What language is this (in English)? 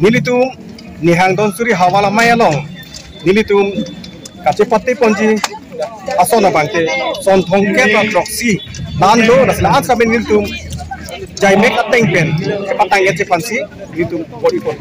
Karbi